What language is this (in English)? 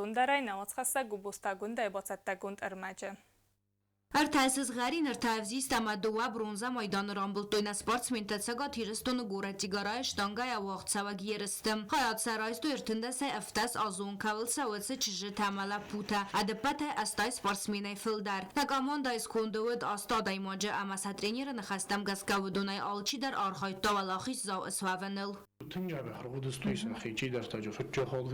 Ossetic